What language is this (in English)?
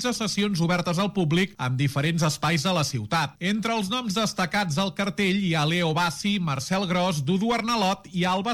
Catalan